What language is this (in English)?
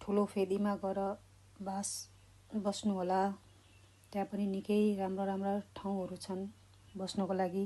Nepali